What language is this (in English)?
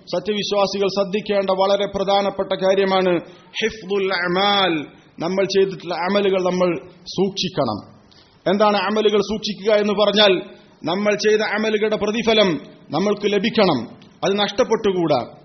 Malayalam